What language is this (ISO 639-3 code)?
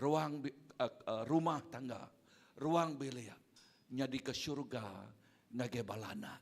iba